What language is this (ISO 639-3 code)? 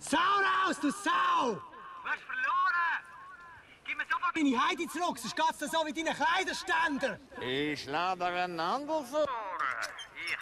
gsw